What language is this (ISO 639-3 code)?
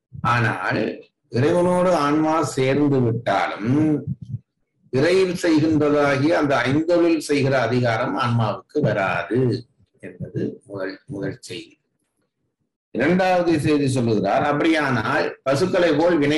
tam